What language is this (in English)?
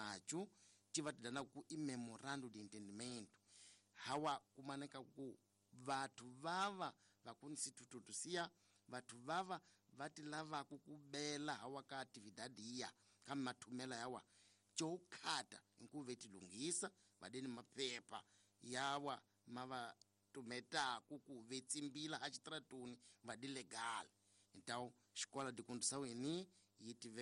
Tsonga